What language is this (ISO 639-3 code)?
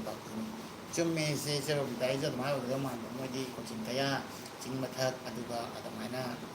mni